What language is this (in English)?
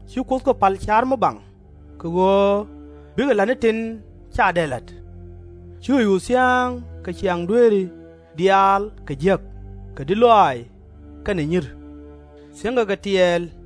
Nuer